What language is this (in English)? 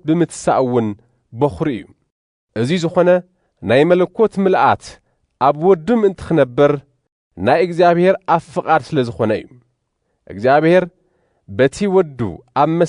Tigrinya